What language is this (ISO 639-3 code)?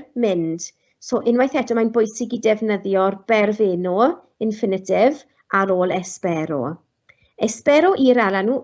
cym